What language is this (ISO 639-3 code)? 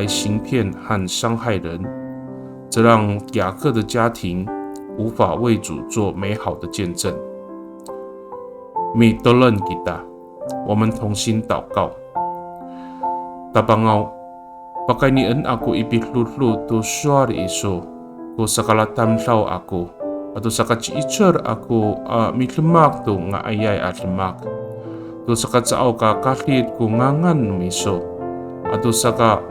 ami